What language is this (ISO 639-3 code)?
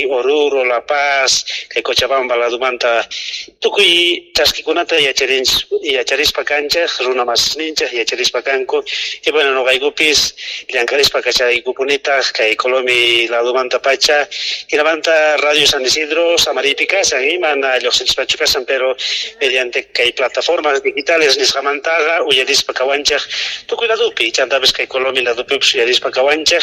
que